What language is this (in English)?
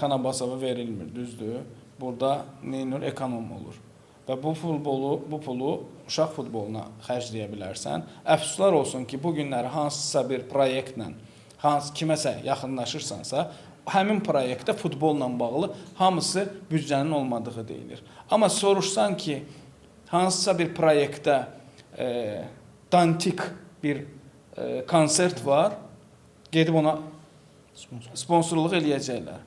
Azerbaijani